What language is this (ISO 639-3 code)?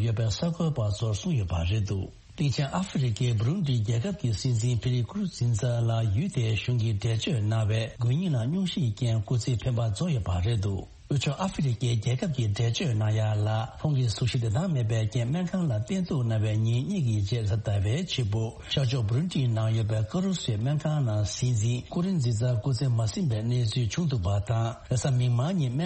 bod